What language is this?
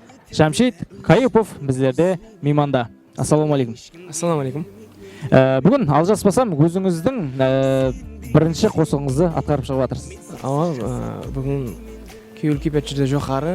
Kara-Kalpak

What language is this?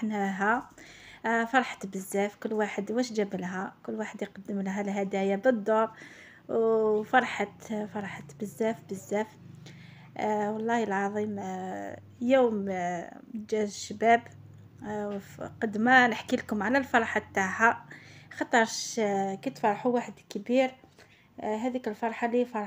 Algerian Arabic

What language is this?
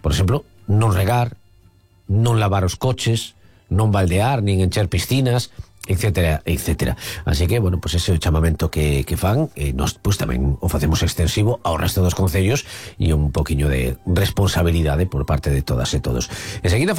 Galician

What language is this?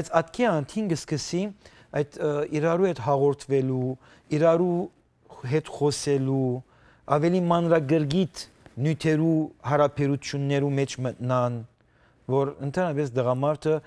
Western Armenian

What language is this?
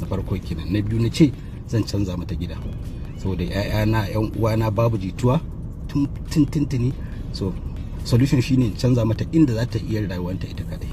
Hausa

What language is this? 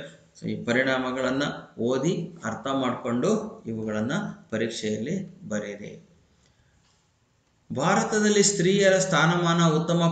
Kannada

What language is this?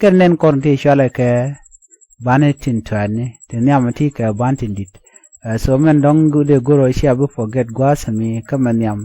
Nuer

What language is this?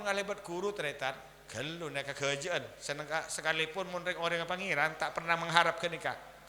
Madurese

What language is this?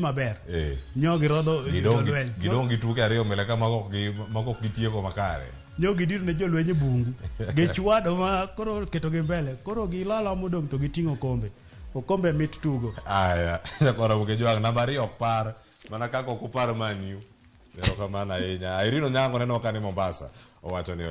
Luo (Kenya and Tanzania)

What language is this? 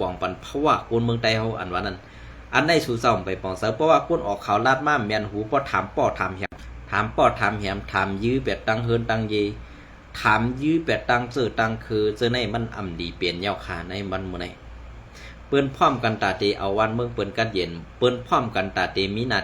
Shan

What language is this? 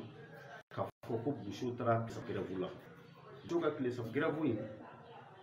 Bambara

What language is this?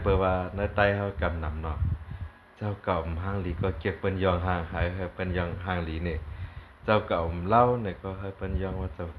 Shan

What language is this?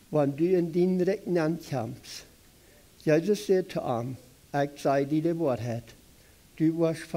Plautdietsch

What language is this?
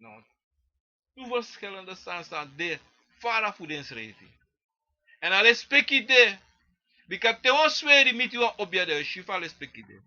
Sranan Tongo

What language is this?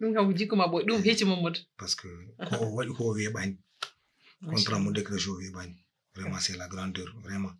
Fula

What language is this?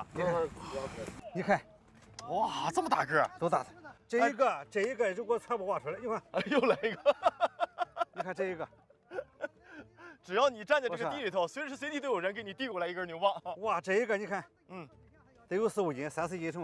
Chinese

